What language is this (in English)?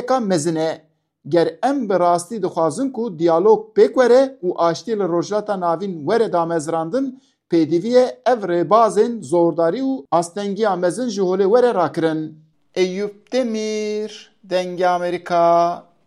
Kurdish